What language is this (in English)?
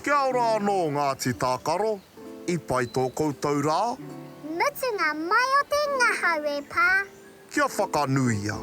Māori